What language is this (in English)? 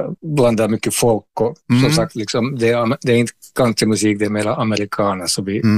Swedish